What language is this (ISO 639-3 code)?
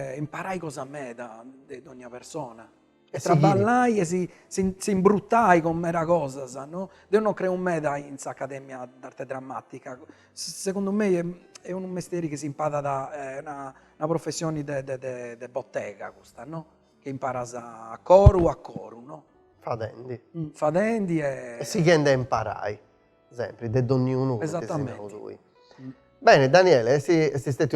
srd